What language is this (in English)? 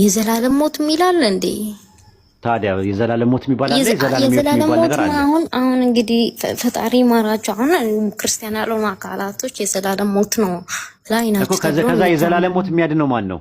Amharic